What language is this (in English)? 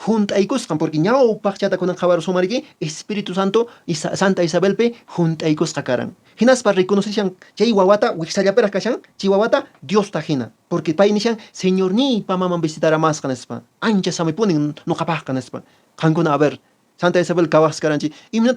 Quechua